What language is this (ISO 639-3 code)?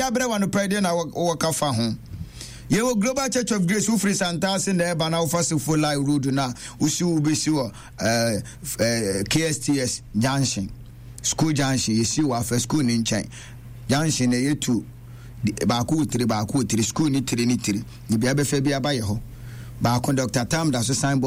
aka